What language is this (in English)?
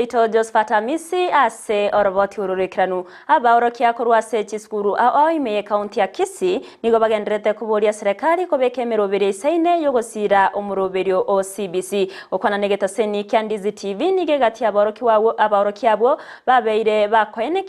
Gusii